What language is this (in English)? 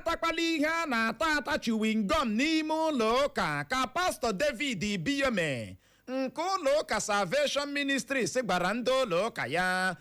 Igbo